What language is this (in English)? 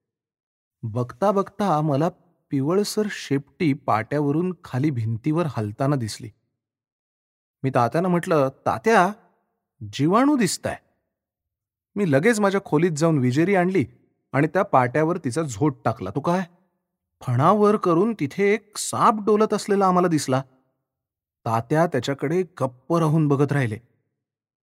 Marathi